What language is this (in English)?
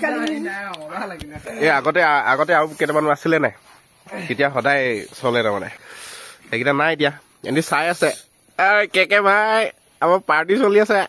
Assamese